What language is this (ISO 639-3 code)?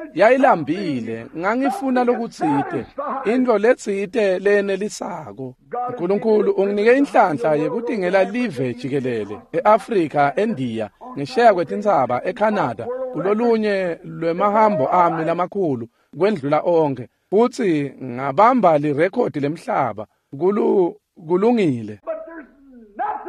ssw